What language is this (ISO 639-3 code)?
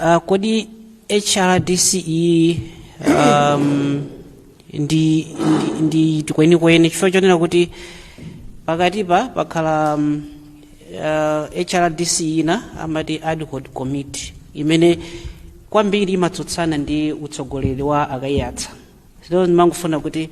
nya